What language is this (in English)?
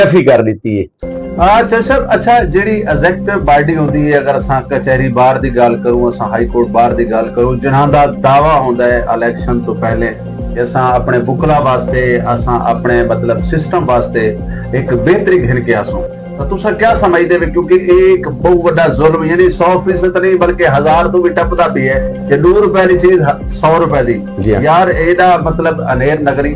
Saraiki